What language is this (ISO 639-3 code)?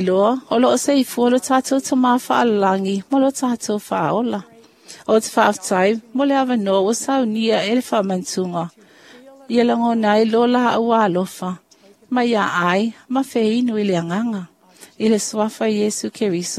smo